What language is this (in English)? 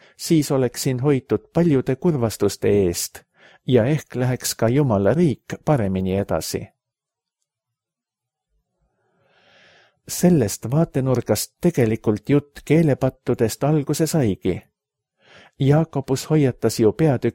Estonian